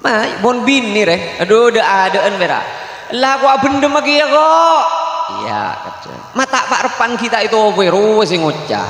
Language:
Madurese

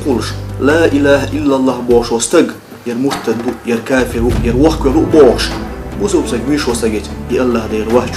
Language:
Chechen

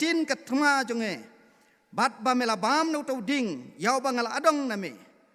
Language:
Khasi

